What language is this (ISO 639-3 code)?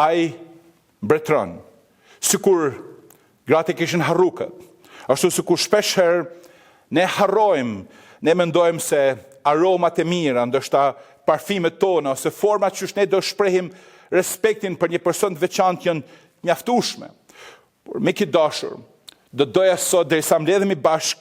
sqi